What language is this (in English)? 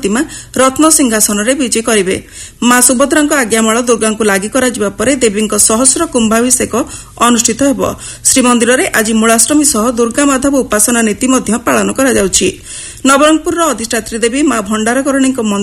Odia